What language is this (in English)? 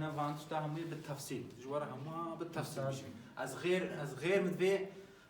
Kurdish